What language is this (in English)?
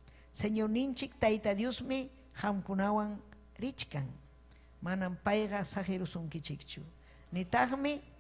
Ayacucho Quechua